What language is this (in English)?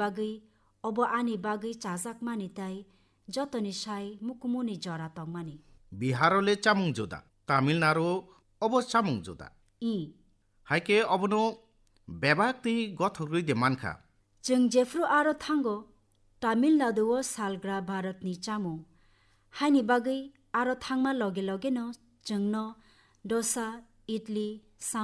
Kok Borok